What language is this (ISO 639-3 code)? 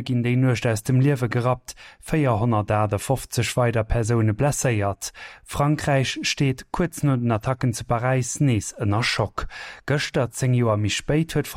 ltz